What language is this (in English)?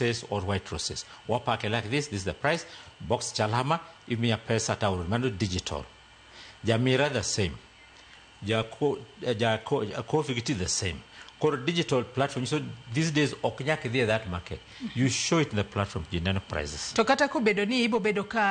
Luo (Kenya and Tanzania)